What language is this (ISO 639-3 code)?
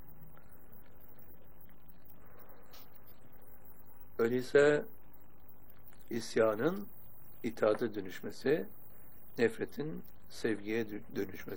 tur